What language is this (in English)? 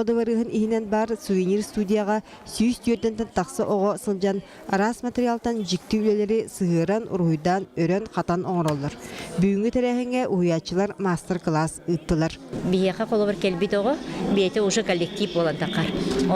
Yakut